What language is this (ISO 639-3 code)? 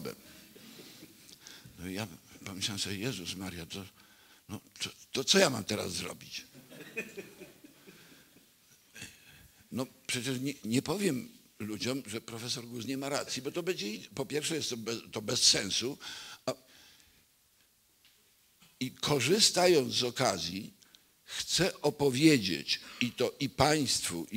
pol